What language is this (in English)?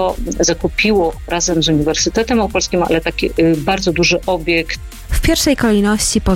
Polish